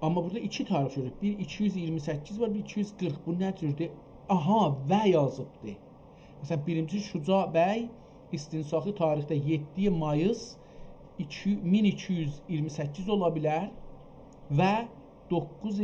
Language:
South Azerbaijani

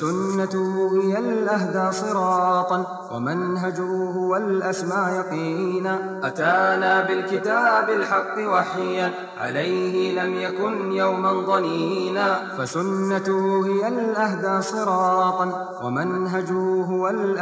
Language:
Bosnian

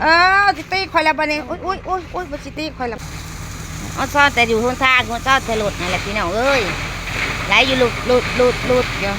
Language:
Northeastern Thai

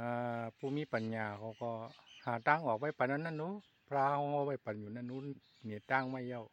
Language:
Shan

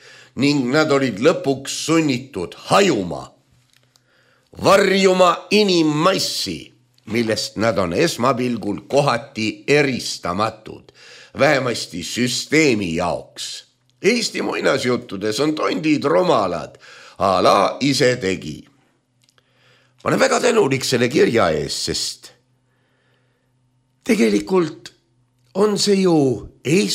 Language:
Estonian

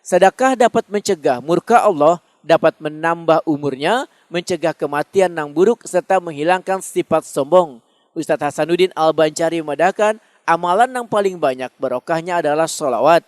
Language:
Banjar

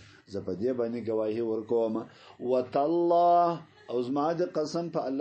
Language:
Pashto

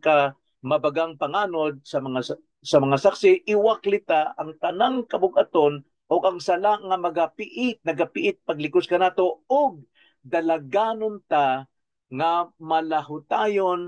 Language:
Cebuano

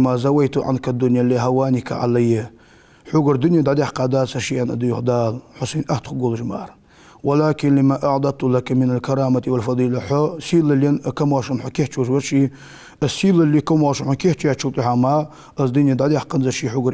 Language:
Ingush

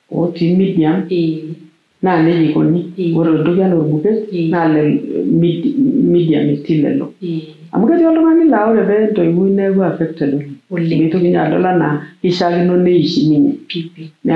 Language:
Masai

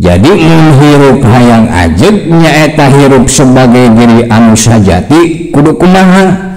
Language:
Sundanese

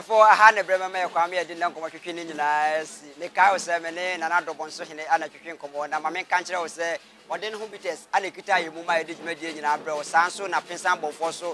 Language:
Akan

